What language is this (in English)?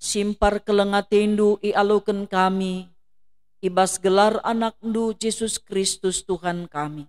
Batak Karo